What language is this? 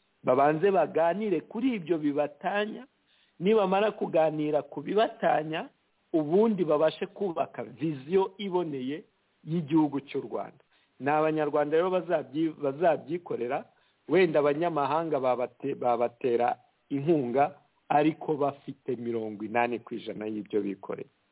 Kinyarwanda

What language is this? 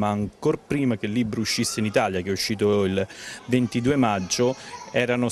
Italian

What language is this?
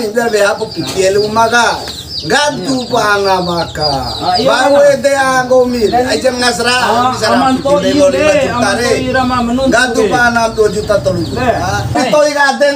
Bima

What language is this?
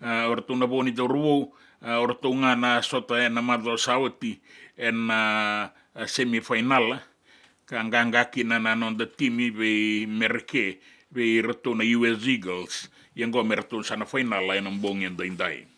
Fijian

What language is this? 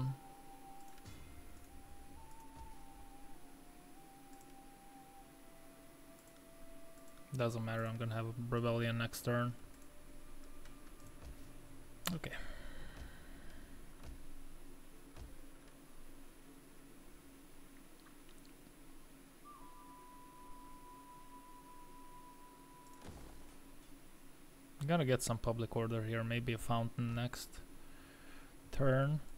English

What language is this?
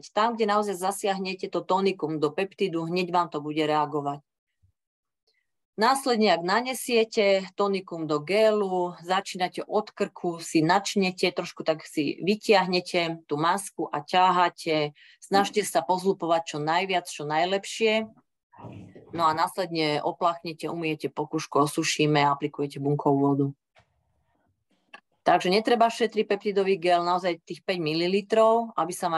Slovak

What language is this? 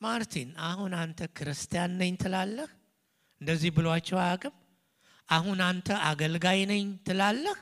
Amharic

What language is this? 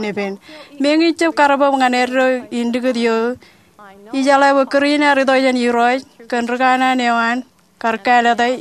Marshallese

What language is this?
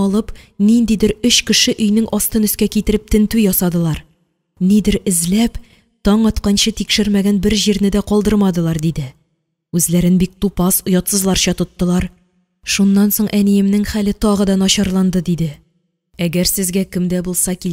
Tatar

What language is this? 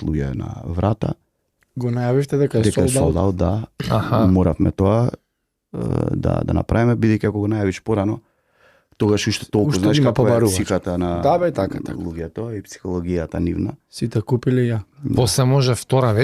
Macedonian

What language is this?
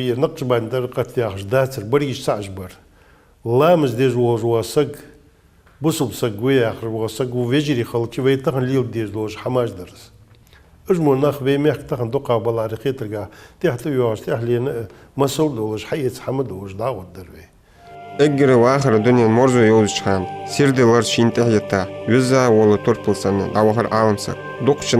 Ingush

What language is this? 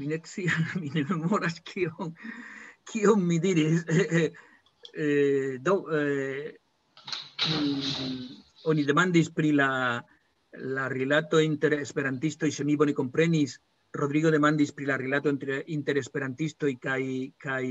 Esperanto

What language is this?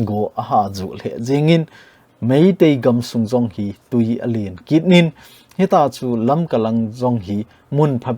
Thado Chin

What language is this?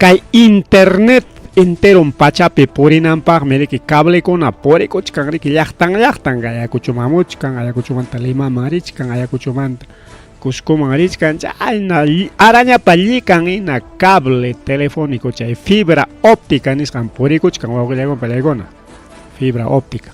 Ayacucho Quechua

